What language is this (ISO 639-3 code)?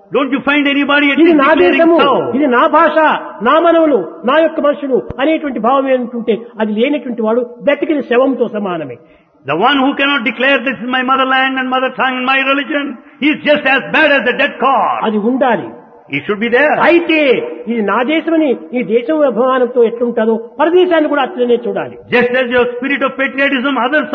tel